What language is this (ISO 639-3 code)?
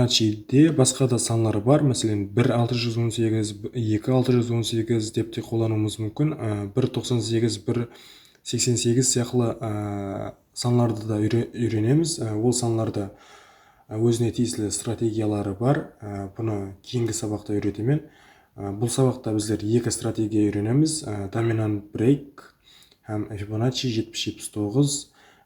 kaa